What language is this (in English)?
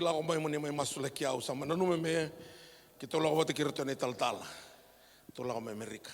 Fijian